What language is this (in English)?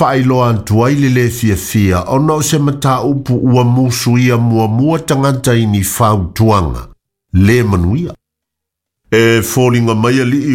Samoan